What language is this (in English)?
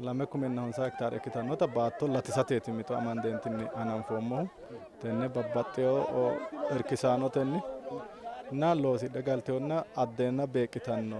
Sidamo